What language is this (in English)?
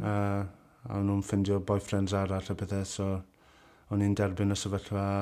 Welsh